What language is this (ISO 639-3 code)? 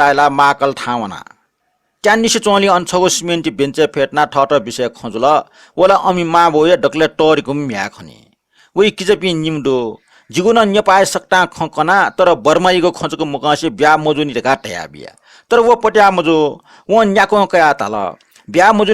new